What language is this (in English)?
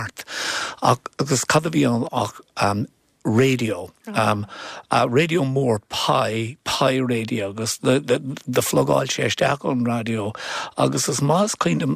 Irish